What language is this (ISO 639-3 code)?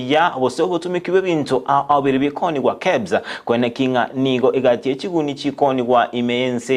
guz